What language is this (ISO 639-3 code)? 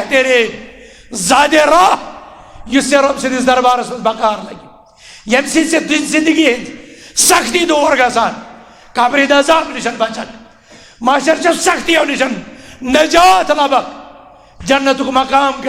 kas